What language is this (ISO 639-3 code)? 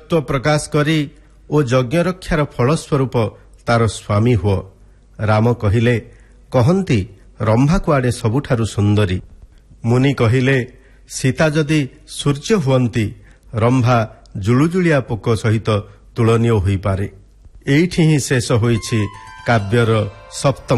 ori